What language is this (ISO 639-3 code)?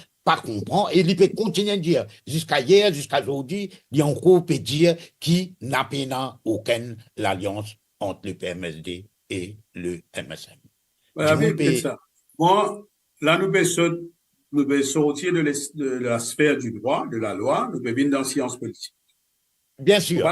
mfe